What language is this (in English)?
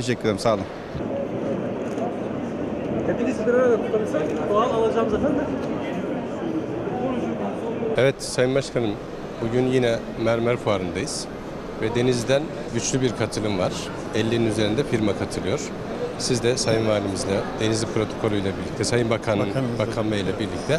Turkish